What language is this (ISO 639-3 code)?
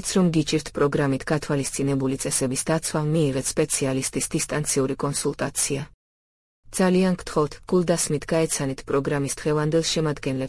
kat